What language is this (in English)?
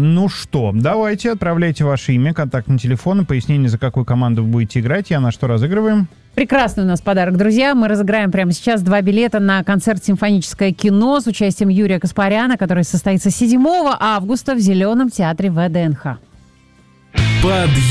Russian